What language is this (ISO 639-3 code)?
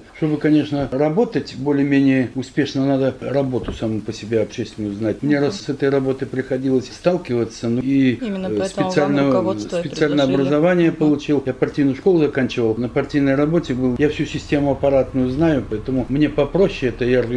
rus